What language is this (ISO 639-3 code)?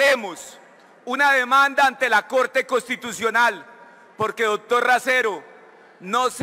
spa